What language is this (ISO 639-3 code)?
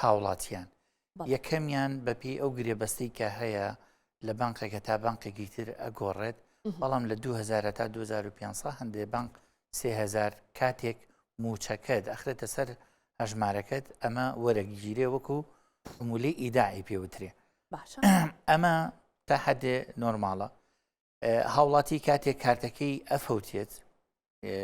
ckb